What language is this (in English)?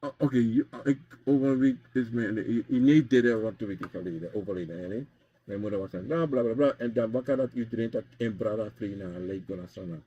Sranan Tongo